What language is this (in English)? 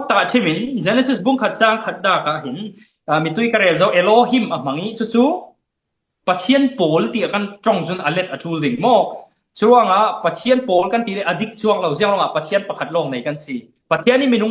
Falam Chin